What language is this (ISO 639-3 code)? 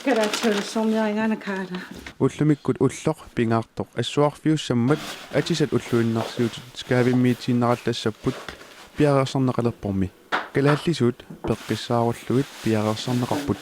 kal